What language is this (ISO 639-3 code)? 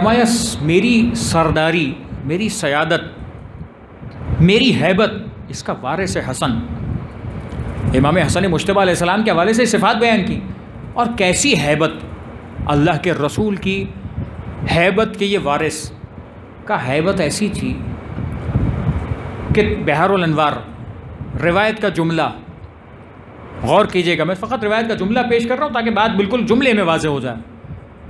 urd